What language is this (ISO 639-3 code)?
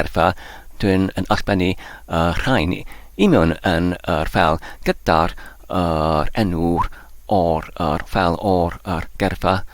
cym